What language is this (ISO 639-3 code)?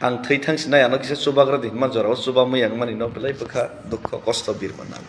trp